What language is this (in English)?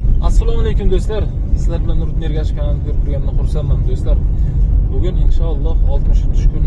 Uzbek